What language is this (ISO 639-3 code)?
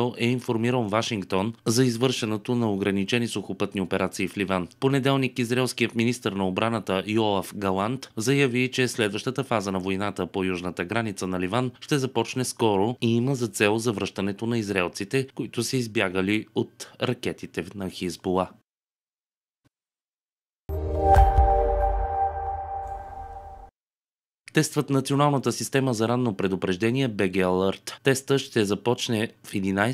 bul